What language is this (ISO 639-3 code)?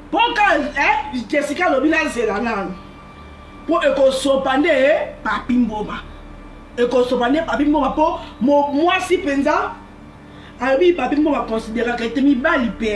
lin